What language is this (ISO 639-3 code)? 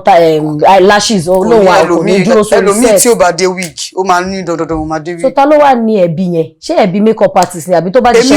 yor